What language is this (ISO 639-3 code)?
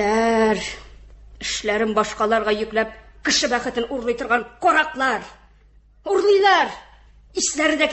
tat